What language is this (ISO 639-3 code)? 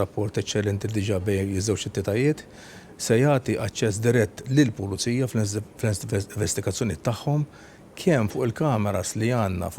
mlt